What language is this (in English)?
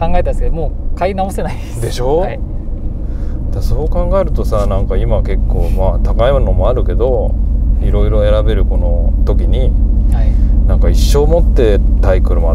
Japanese